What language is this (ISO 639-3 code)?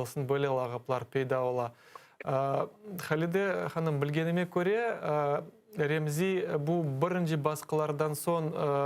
crh